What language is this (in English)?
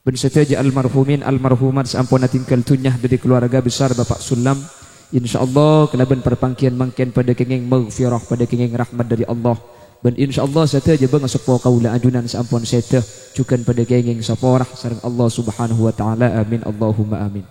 Madurese